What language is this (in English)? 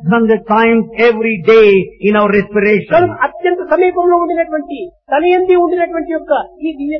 Telugu